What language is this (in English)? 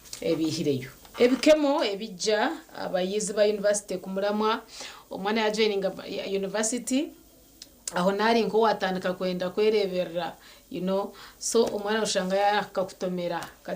Nyankole